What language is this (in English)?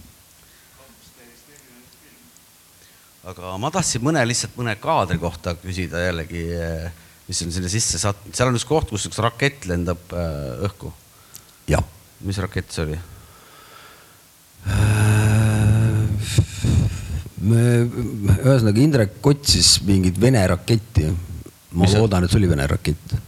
Estonian